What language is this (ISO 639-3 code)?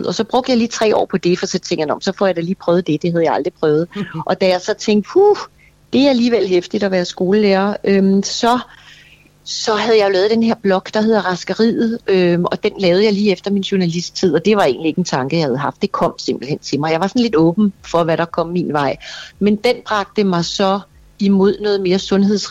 dan